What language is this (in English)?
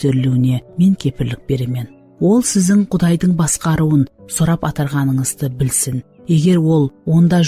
Kara-Kalpak